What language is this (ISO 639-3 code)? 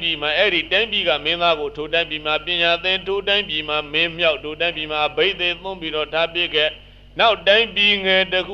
mya